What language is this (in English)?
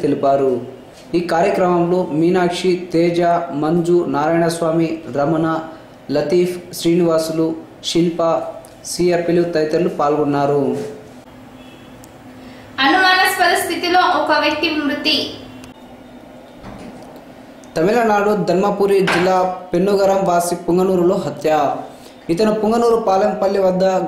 Telugu